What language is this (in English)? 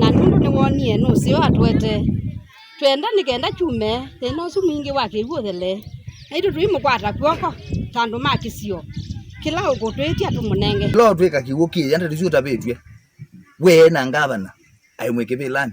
Kamba